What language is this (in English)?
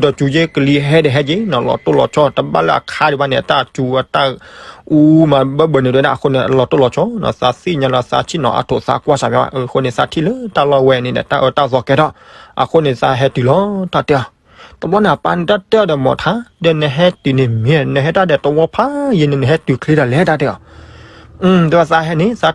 S'gaw Karen